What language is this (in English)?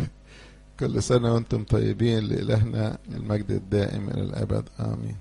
Egyptian Arabic